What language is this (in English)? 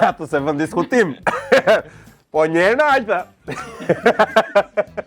Albanian